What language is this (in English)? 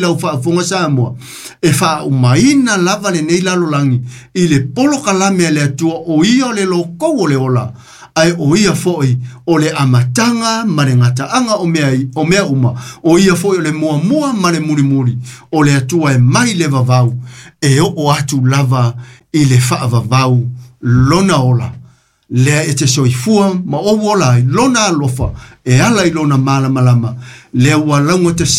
Samoan